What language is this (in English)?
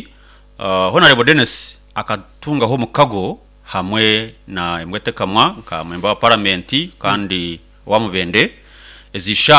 Nyankole